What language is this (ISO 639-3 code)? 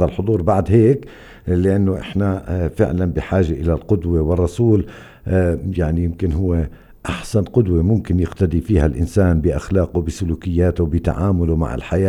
apc